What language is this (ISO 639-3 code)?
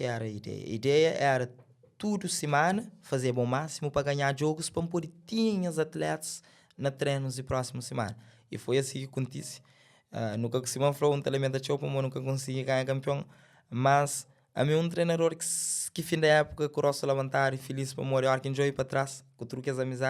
kea